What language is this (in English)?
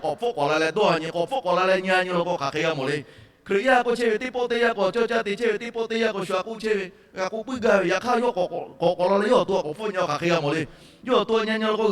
Lahu